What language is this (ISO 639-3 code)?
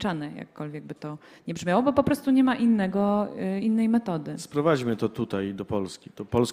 pol